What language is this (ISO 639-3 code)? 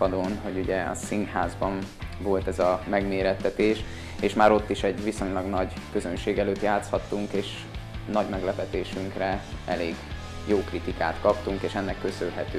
hun